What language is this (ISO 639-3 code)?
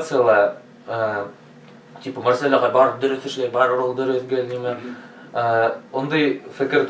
bak